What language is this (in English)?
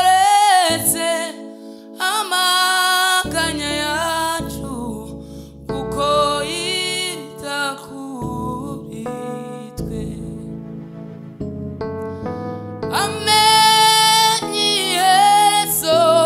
Kinyarwanda